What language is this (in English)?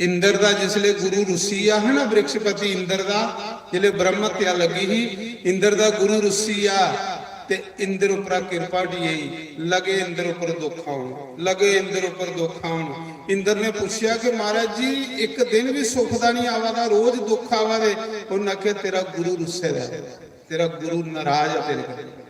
Dogri